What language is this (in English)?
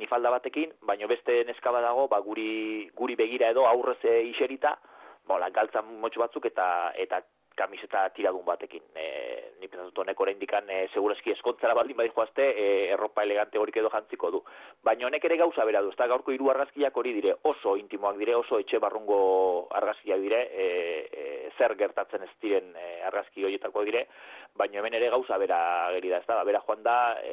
Basque